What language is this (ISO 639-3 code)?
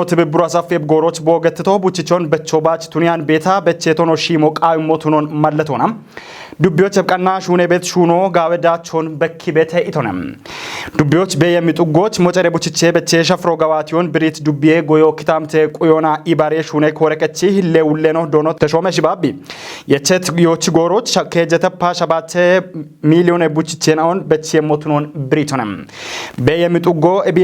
kbr